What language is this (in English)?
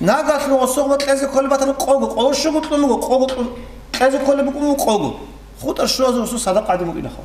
Avaric